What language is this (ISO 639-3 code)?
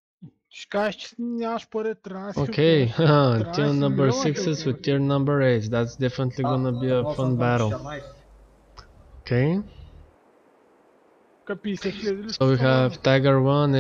bul